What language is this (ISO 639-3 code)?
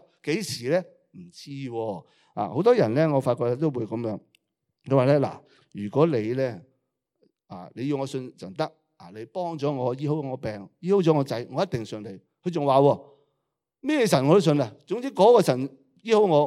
yue